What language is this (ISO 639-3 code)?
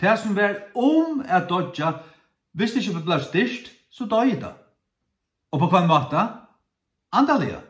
fao